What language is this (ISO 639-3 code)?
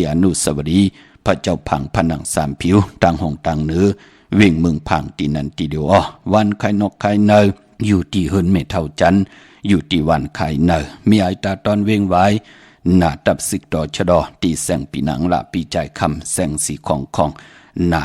shn